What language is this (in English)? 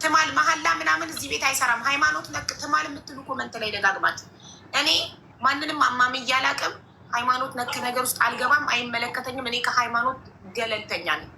Amharic